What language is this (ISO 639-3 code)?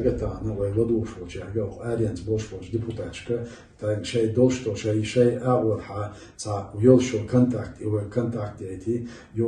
che